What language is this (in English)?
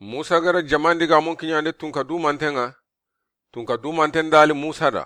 Soninke